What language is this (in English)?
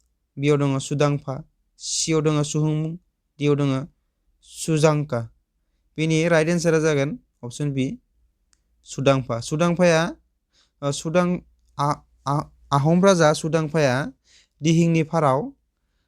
Bodo